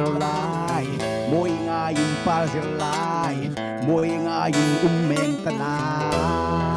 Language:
Falam Chin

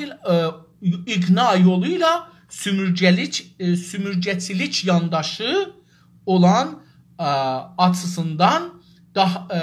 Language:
South Azerbaijani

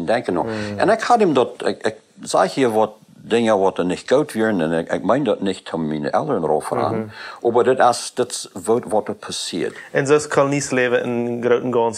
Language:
Plautdietsch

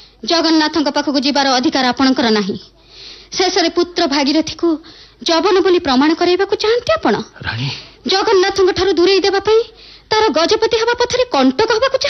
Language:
Odia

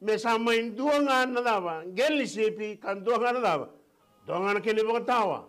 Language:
Fijian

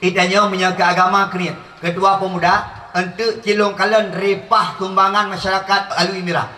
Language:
Achinese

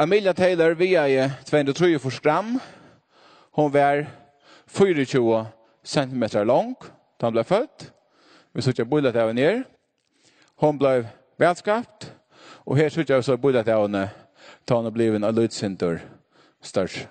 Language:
Faroese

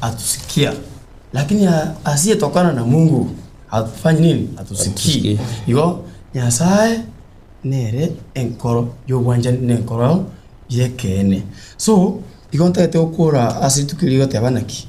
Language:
Gusii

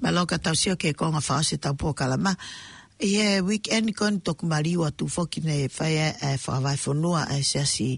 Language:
Tongan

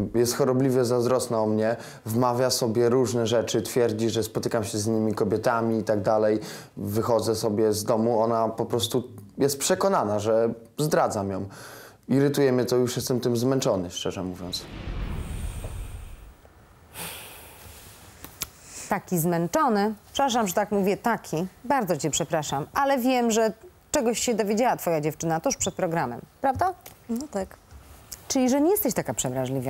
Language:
Polish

